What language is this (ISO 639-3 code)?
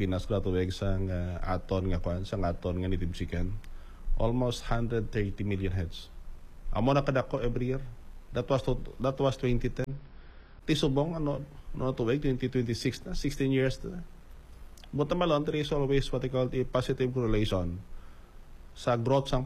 hil